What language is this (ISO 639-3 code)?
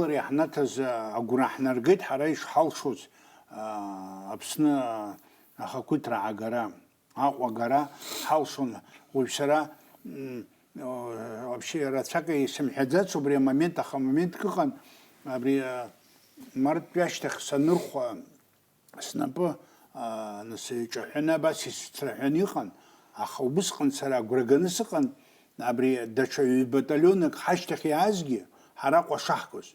abk